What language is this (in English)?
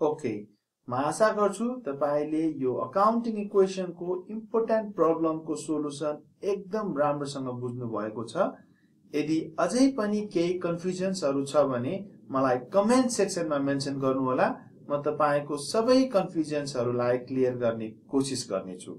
Nepali